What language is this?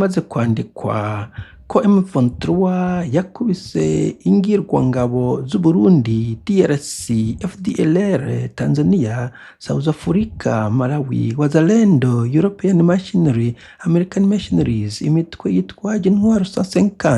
Rundi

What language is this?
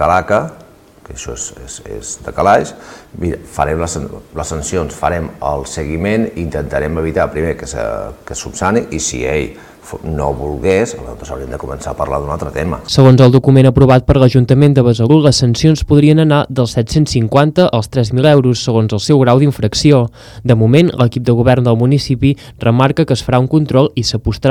Catalan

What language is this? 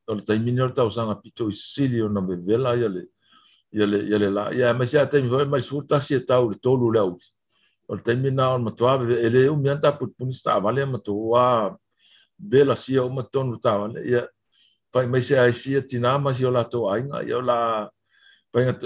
Samoan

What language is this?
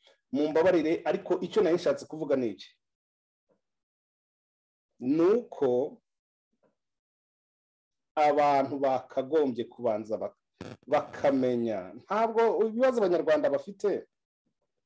Kinyarwanda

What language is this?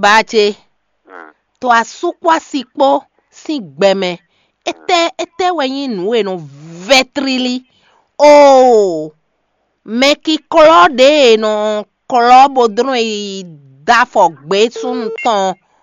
Fon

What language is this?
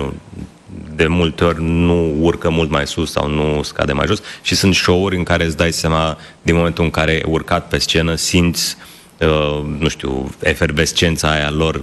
Romanian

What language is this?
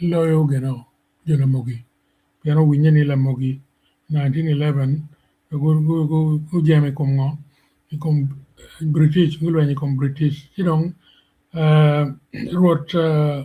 Acoli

